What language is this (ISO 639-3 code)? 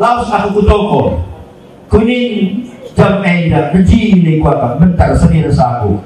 btx